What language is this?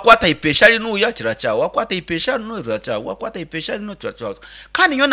Nyankole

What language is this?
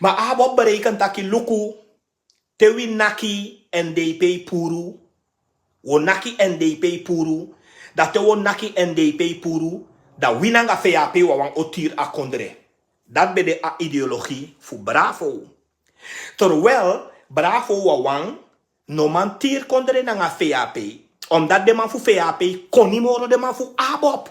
Sranan Tongo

